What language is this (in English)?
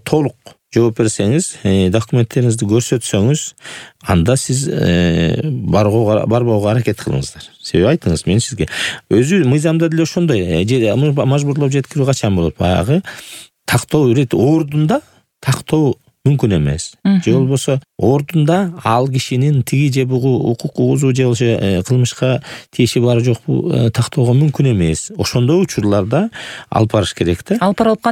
Kyrgyz